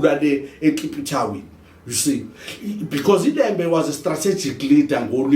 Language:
Zulu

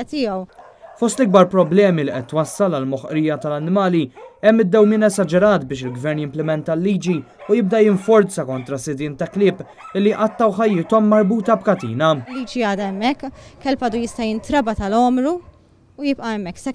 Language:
Maltese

